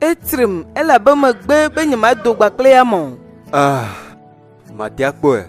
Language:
Ewe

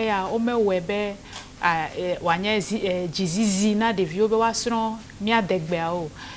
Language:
Ewe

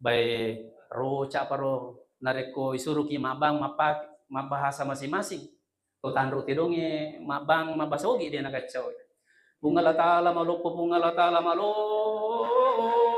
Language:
Buginese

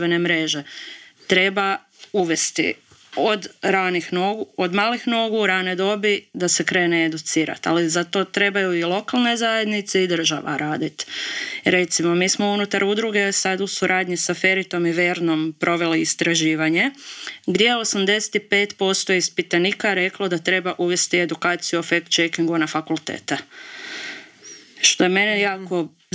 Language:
Croatian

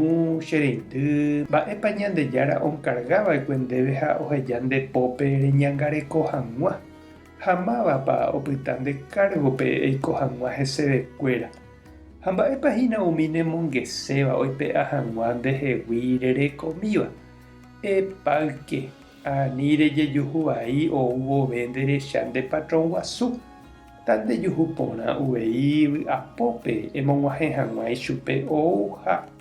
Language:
Guarani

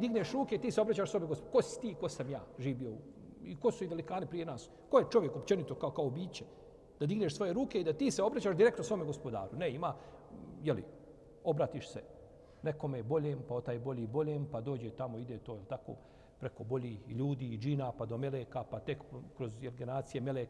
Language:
Bosnian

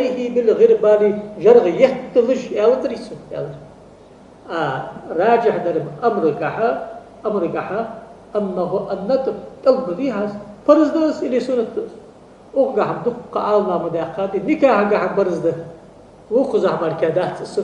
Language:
Ingush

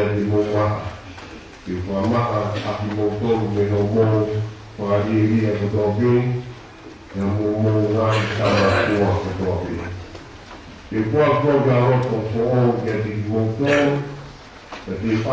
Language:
Tongan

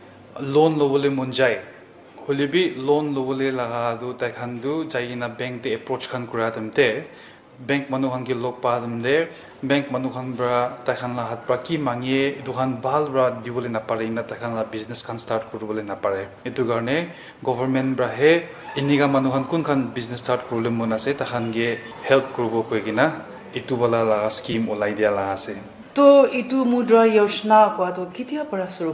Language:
Naga Pidgin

